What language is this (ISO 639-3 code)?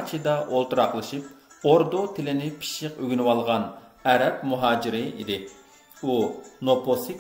uig